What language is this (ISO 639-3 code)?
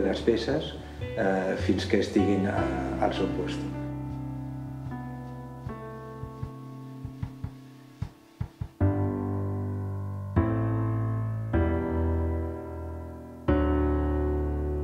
cat